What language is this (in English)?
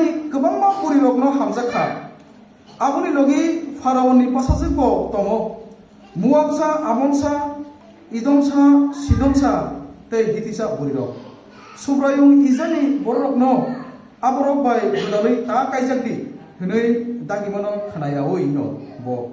Kok Borok